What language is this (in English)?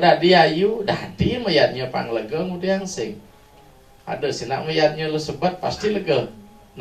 Balinese